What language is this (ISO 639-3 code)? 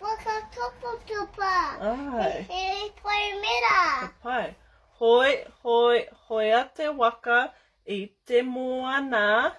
mri